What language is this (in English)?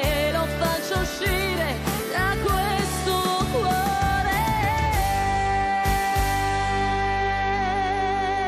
Italian